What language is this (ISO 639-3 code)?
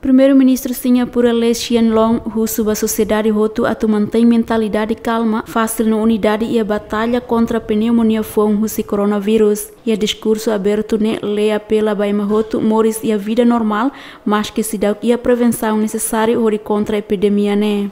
tet